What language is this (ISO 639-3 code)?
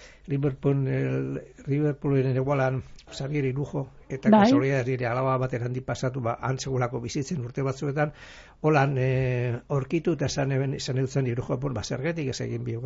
eus